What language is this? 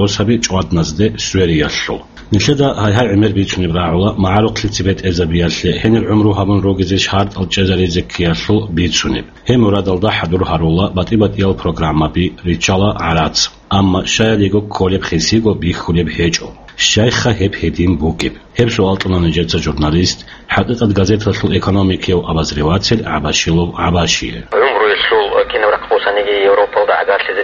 Avaric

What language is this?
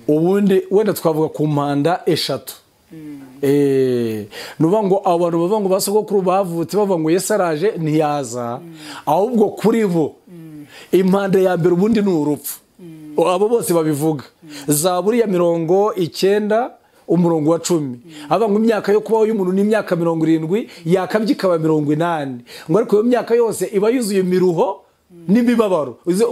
Kinyarwanda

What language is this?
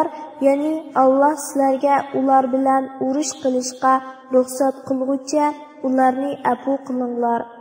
Uyghur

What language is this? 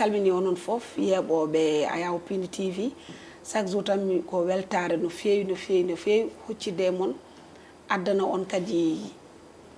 Fula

